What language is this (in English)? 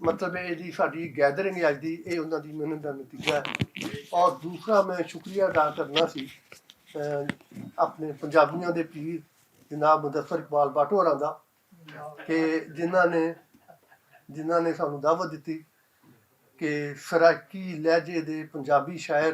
Western Panjabi